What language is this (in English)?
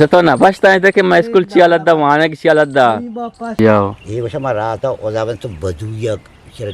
Eastern Balochi